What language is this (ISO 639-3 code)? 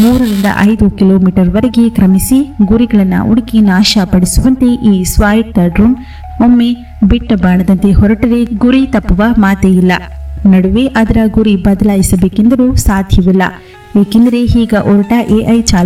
kan